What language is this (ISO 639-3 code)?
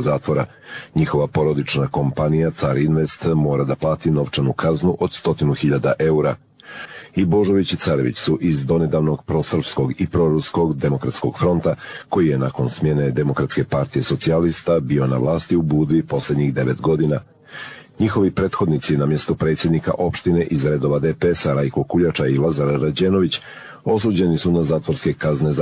srp